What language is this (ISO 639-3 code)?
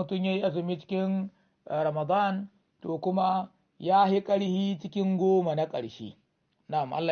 hau